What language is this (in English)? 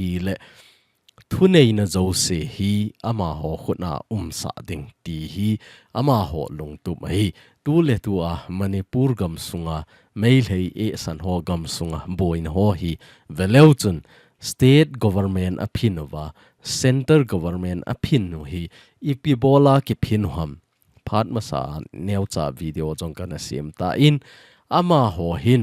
Thado Chin